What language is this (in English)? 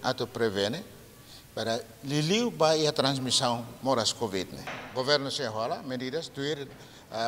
Tetum